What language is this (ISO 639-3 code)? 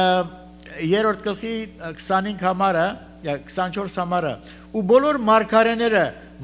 hye